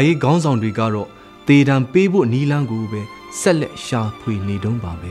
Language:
Burmese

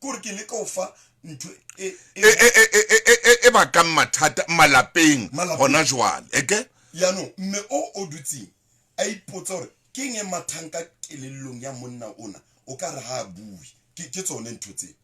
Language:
Southern Sotho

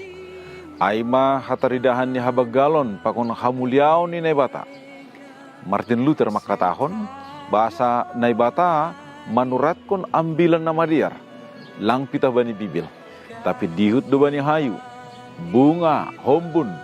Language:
Batak Simalungun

